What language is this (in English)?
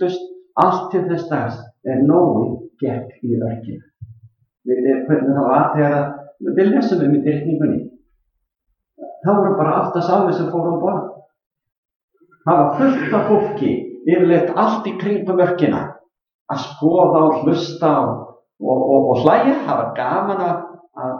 Icelandic